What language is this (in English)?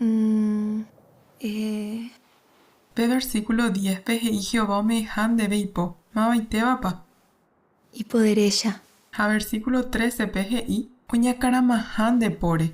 Guarani